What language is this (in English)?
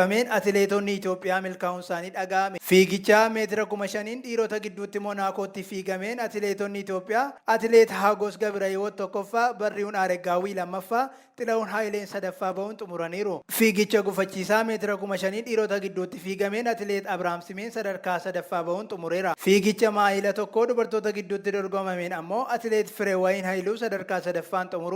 Oromo